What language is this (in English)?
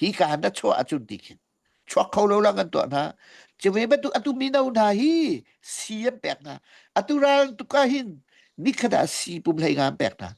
Hakha Chin